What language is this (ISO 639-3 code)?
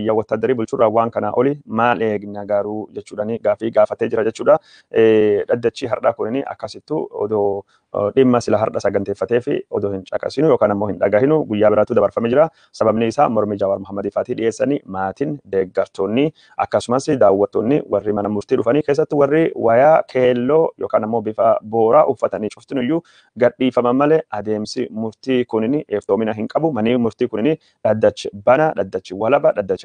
orm